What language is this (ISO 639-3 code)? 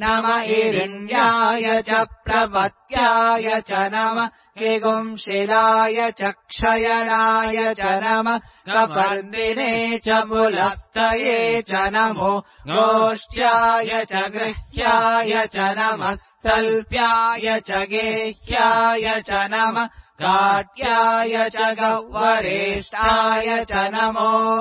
san